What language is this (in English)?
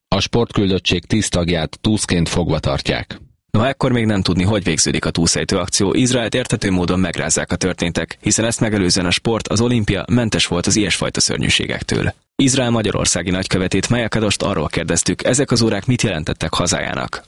Hungarian